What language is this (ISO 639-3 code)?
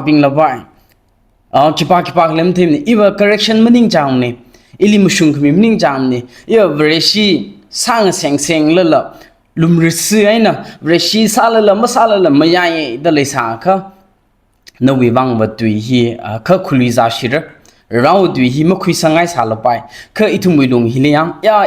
nmf